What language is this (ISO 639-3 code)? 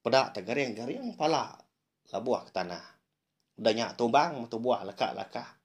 iba